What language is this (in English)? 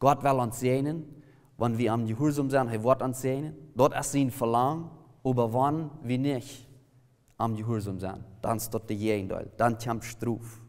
Plautdietsch